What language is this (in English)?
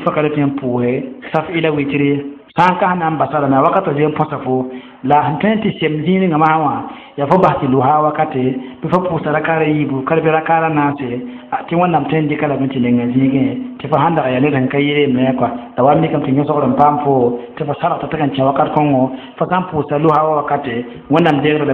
Mossi